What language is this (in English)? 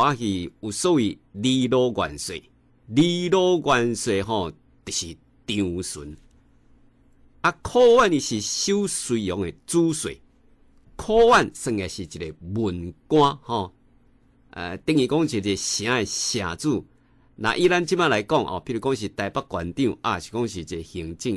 Min Nan Chinese